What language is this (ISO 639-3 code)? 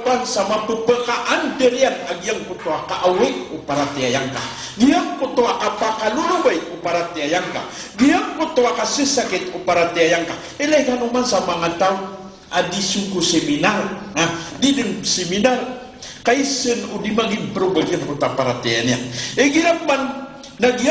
mrw